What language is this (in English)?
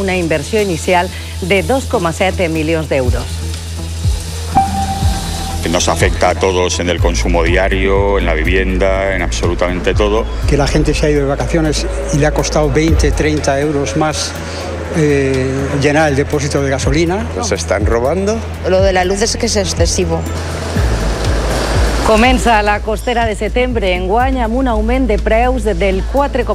Catalan